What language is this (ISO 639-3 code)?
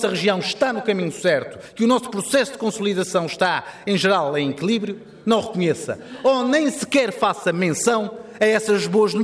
por